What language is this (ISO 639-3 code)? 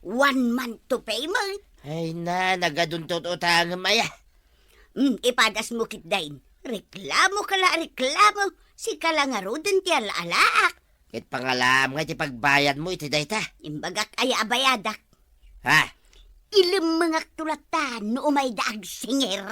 ilo